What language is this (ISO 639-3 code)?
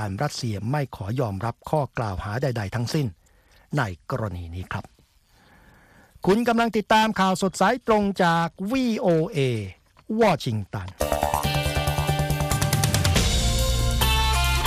tha